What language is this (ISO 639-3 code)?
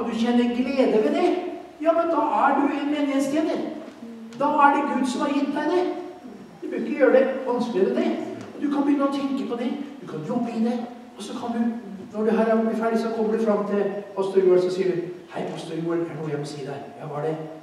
nor